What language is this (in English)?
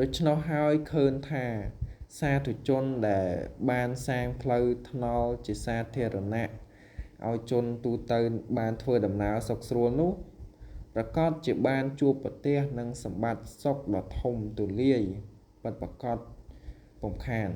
Khmer